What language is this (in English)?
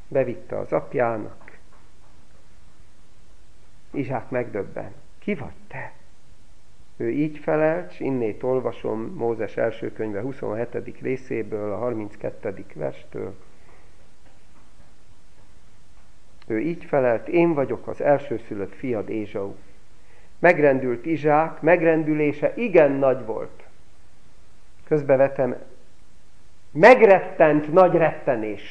Hungarian